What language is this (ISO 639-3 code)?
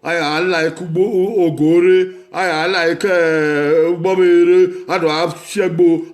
bin